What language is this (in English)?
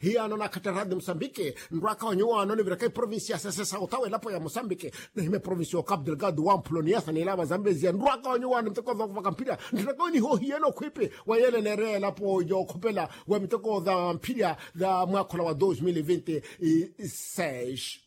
Makhuwa